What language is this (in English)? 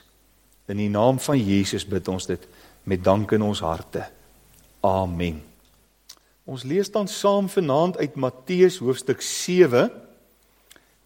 Afrikaans